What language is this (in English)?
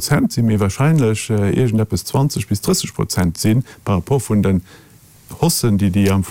Luxembourgish